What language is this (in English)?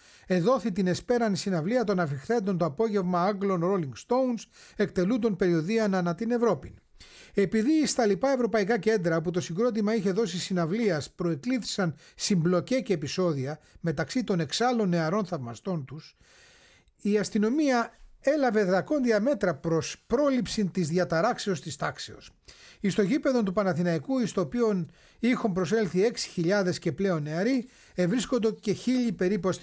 Greek